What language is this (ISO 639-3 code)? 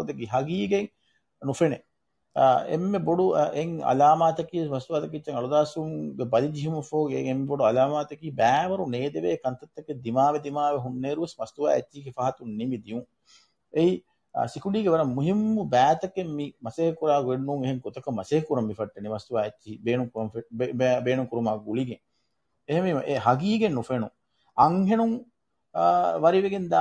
div